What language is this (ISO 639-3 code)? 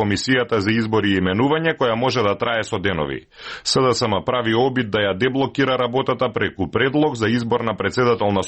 mkd